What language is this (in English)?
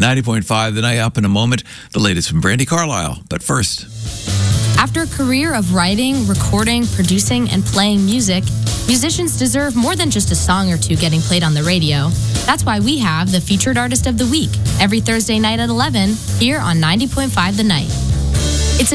English